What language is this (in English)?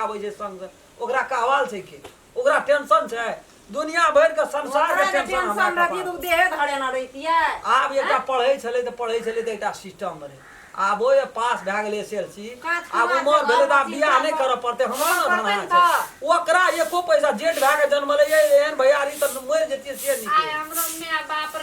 Maithili